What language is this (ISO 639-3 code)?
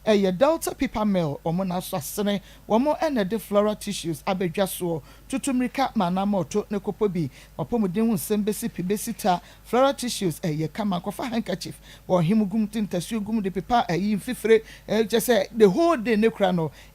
aka